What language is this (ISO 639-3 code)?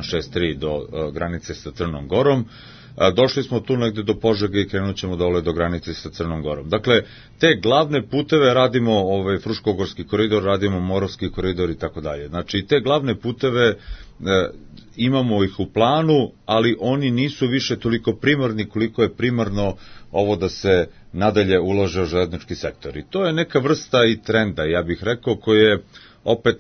srp